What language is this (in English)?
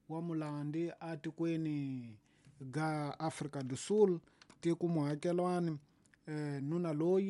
Tsonga